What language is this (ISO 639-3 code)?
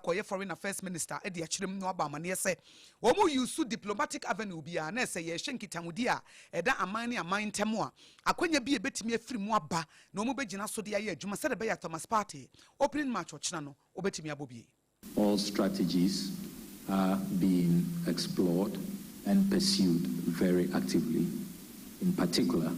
aka